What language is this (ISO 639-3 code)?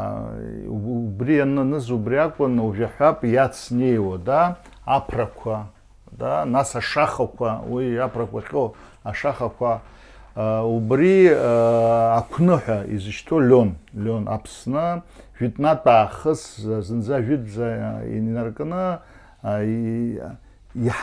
abk